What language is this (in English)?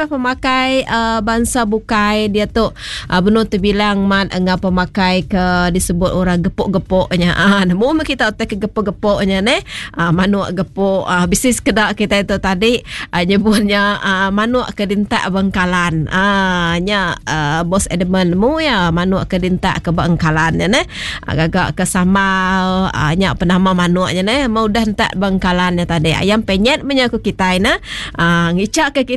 Iban